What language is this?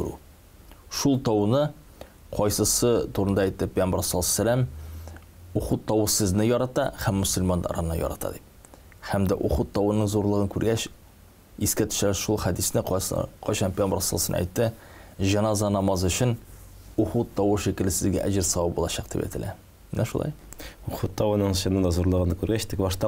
Tatar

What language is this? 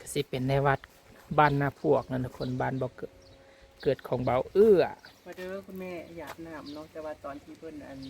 Northeastern Thai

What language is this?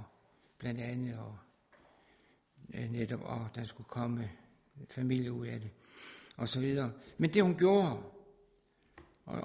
Danish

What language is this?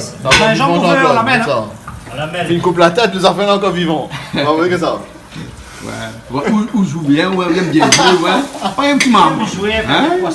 Réunion Creole French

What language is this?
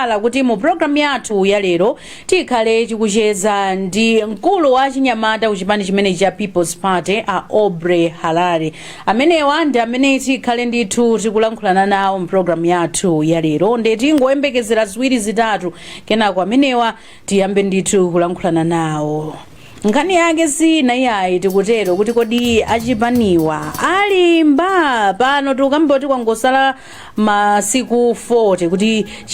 Nyanja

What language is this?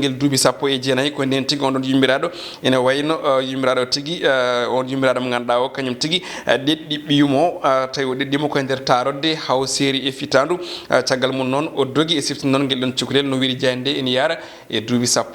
Fula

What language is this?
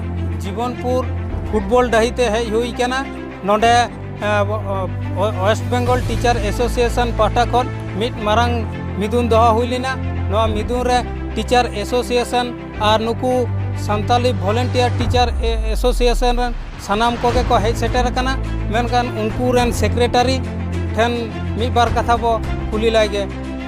Santali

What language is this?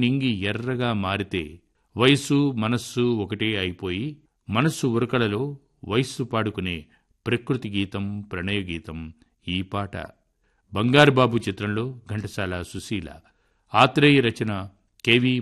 Telugu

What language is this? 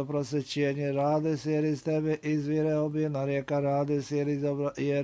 Serbian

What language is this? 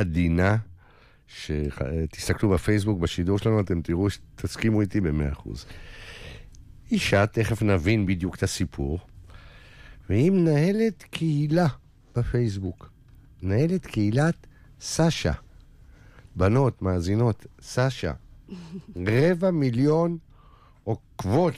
Hebrew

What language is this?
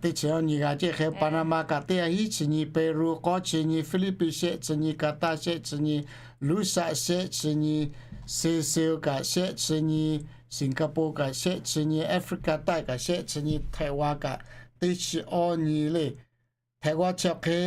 Lahu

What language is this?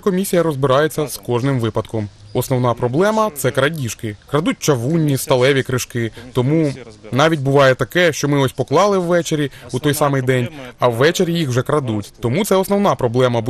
Ukrainian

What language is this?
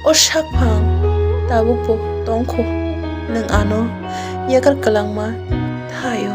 Kok Borok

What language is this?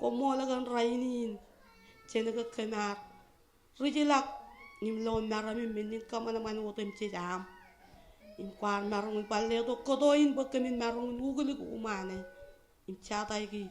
Marshallese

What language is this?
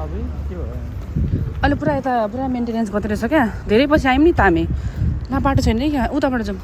Nepali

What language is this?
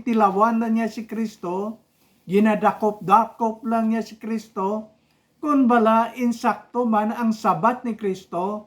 Hiligaynon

